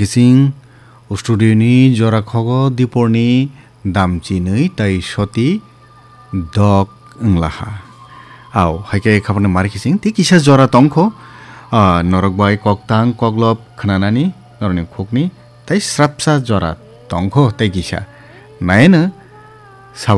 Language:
Kok Borok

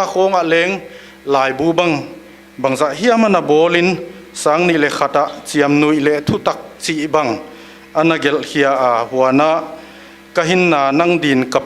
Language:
Paite Chin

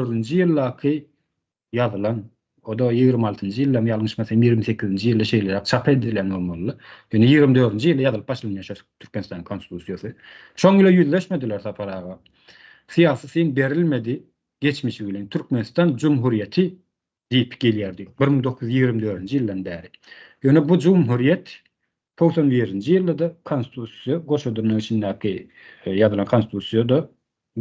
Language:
Turkmen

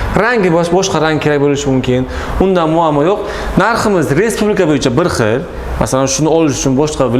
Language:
Uzbek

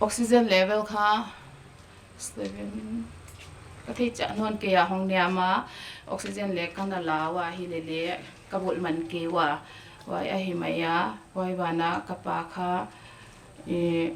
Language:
Paite Chin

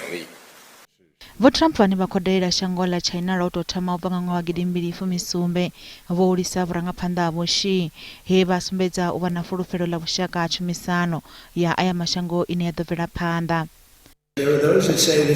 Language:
Venda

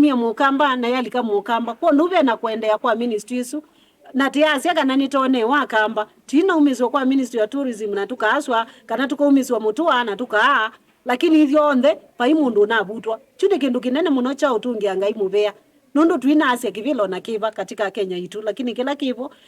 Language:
Kamba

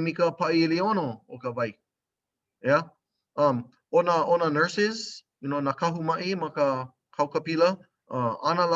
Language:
Hawaiian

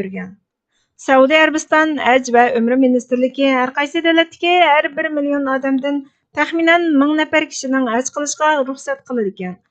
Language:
Uyghur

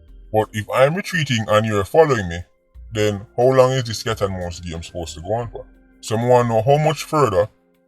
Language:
Jamaican Creole English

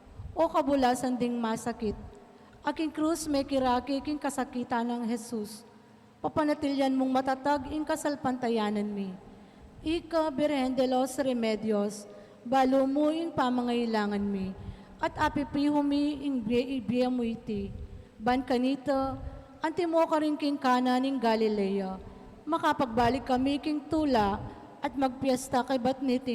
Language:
Pampanga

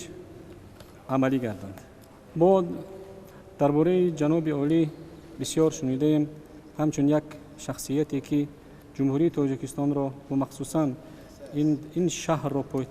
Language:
Tajik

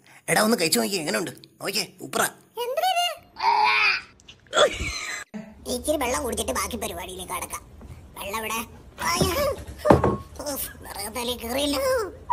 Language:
Malayalam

